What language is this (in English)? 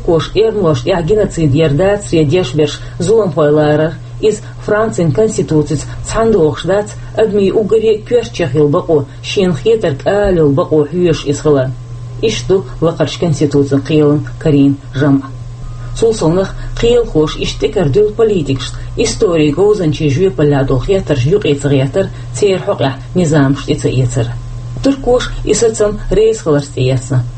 Chechen